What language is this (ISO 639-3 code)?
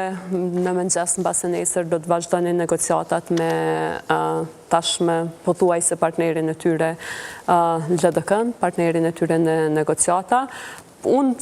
sqi